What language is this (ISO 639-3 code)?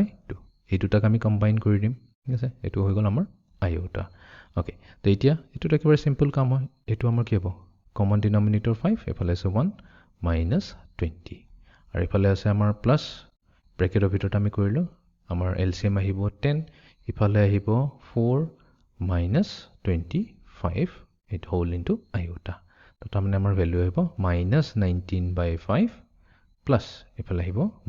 asm